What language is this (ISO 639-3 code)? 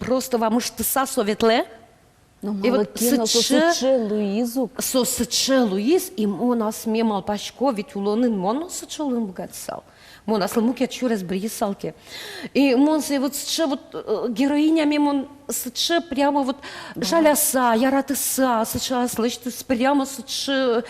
udm